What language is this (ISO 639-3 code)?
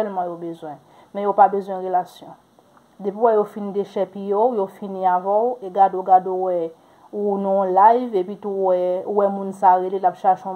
hat